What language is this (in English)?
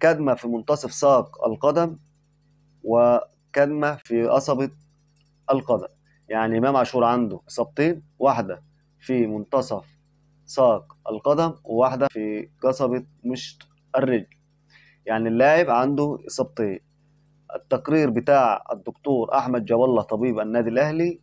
Egyptian Arabic